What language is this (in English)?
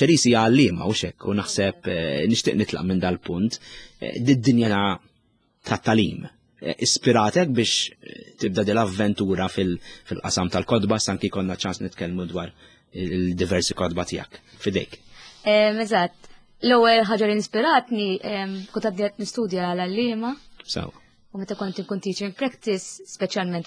Maltese